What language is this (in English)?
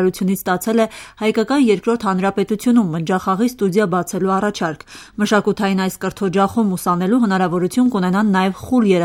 Armenian